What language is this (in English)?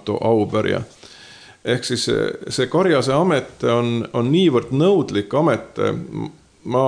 Estonian